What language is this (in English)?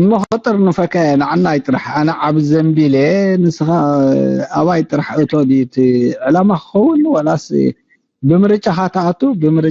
Tigrinya